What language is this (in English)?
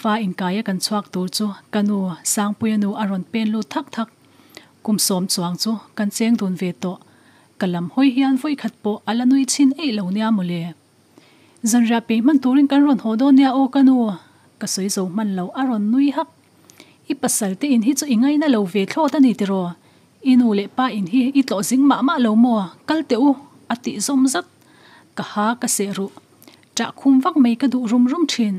Mizo